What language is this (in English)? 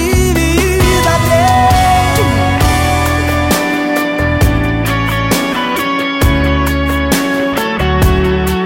Russian